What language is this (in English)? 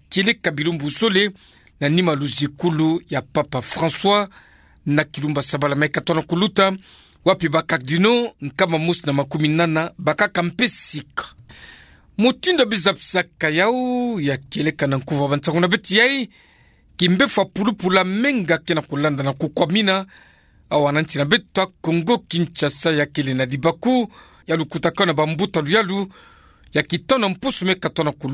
Kituba (Democratic Republic of Congo)